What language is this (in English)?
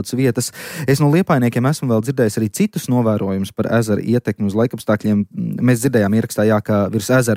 Latvian